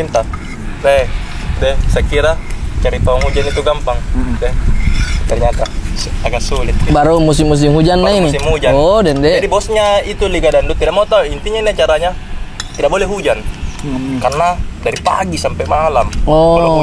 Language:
Makassar Malay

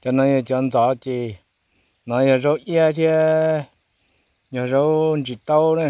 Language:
Hmong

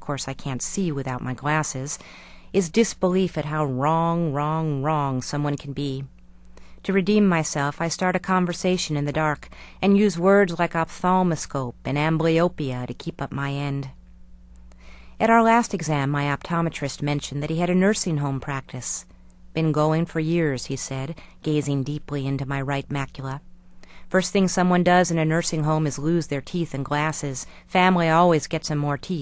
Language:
English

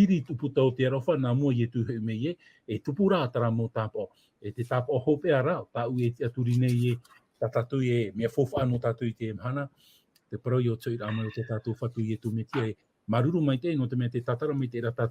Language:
Tahitian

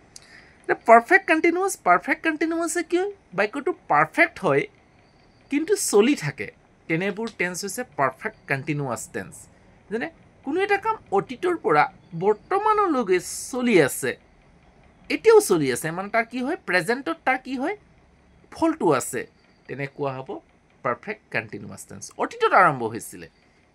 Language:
Assamese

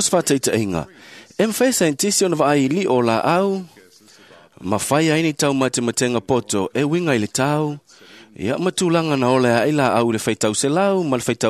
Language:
Samoan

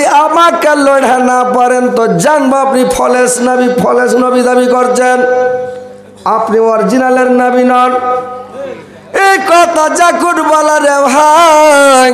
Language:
Bangla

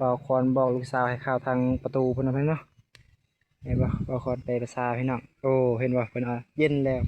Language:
Lao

